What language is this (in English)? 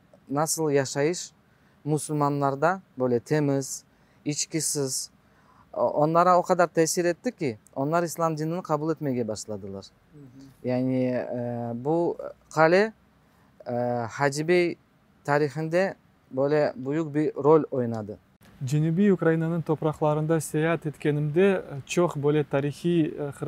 Crimean Tatar